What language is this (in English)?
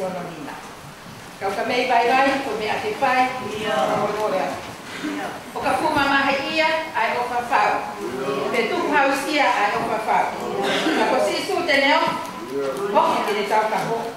Tongan